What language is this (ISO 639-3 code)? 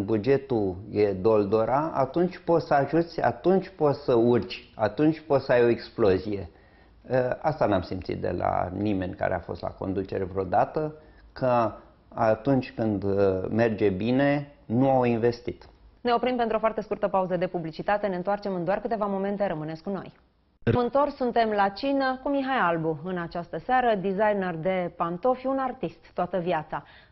ron